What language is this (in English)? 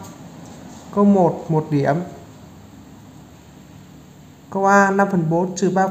Vietnamese